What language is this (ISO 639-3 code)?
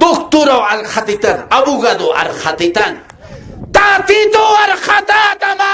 aym